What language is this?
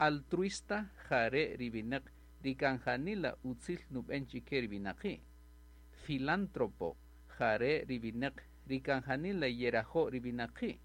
Kaqchikel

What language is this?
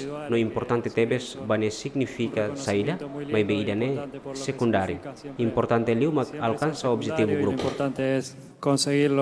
Tetum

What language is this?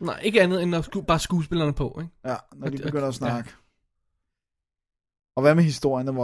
Danish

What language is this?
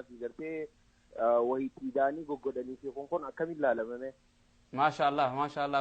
Oromo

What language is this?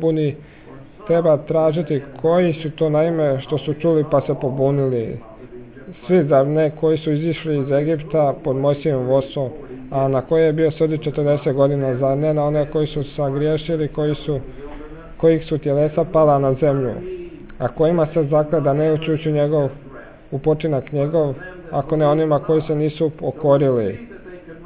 Croatian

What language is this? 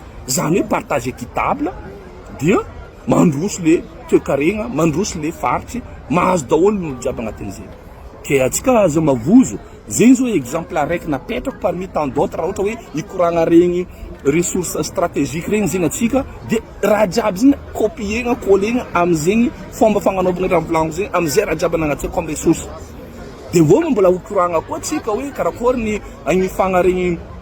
Malagasy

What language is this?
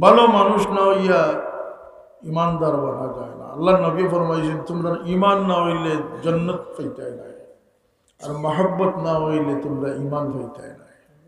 Sylheti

